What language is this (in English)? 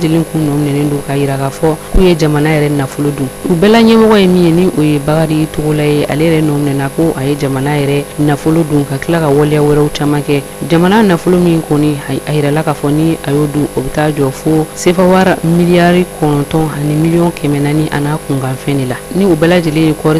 Bambara